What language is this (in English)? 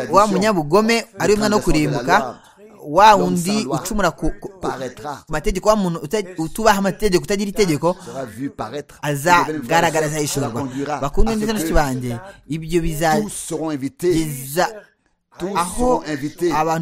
Kinyarwanda